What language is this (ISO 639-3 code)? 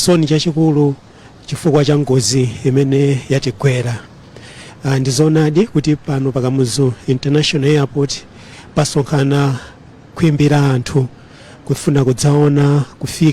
nya